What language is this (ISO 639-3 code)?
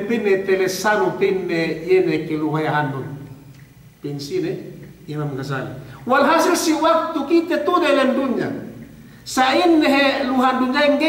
yka